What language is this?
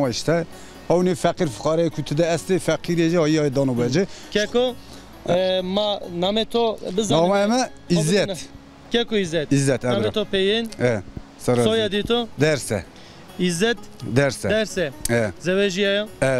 Zaza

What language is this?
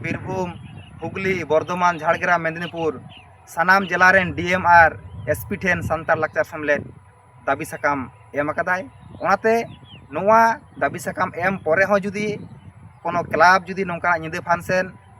Santali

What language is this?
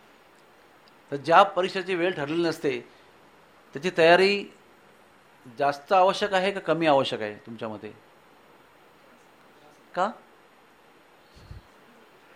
Marathi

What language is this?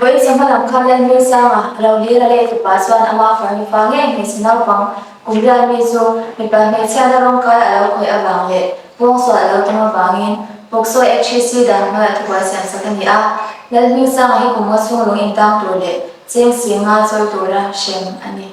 Mizo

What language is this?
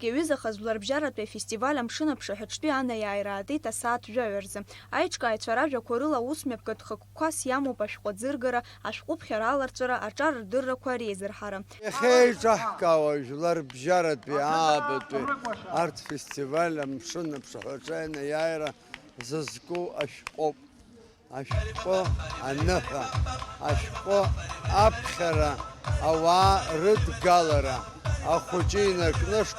Abkhazian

